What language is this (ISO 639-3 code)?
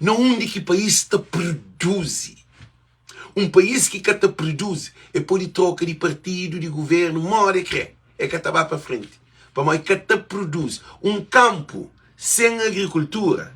kea